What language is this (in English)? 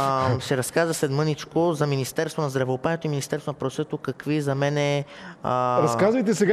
Bulgarian